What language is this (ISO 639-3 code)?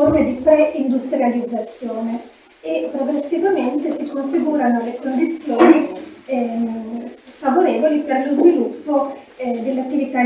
ita